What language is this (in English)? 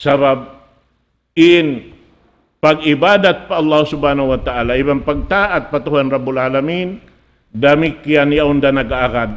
Tausug